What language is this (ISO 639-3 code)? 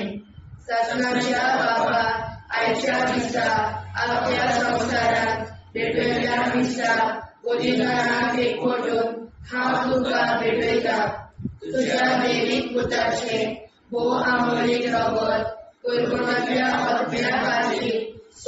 kok